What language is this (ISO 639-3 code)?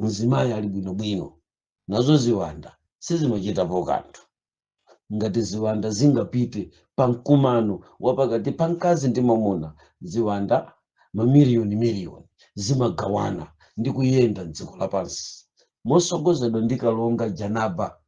nya